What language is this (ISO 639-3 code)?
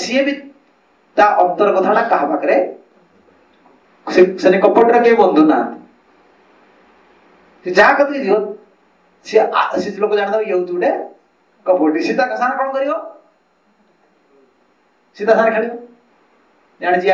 ori